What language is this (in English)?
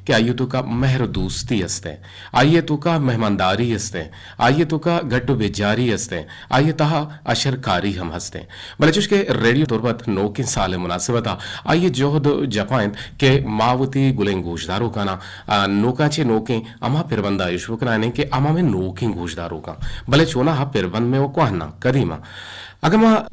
Eastern Balochi